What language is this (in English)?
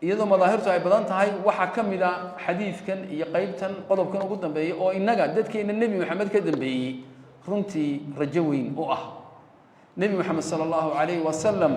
Somali